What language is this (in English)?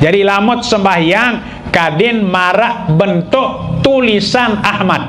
Sasak